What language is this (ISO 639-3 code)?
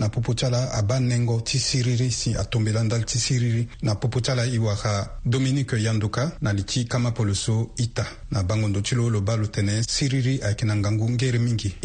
sag